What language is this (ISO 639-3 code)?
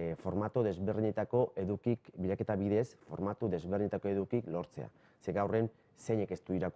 eus